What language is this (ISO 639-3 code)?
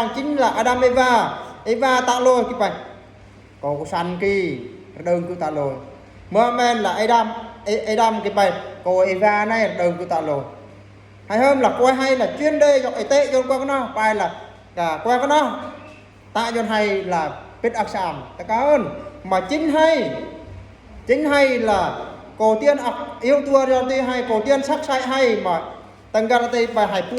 bru